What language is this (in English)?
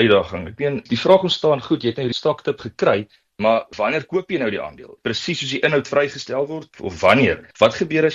Afrikaans